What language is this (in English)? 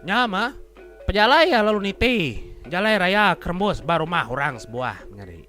Iban